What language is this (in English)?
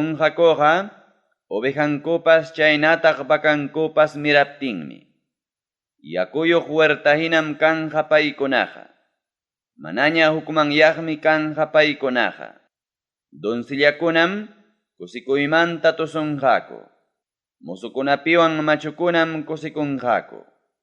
Ayacucho Quechua